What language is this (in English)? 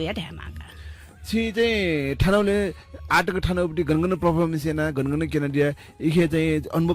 Newari